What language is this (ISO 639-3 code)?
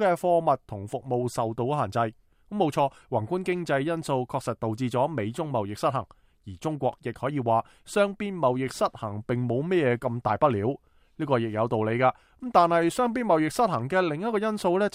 yue